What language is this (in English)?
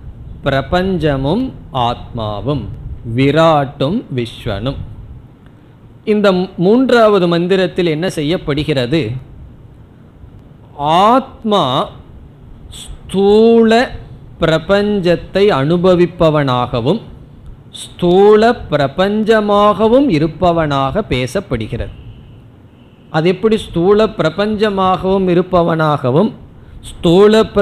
Tamil